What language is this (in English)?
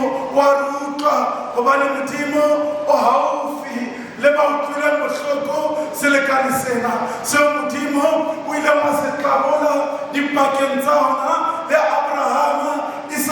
Southern Sotho